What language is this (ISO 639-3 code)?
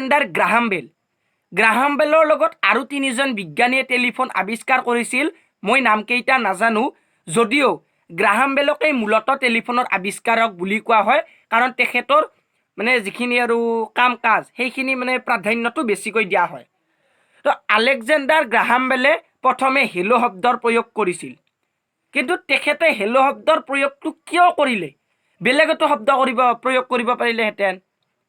asm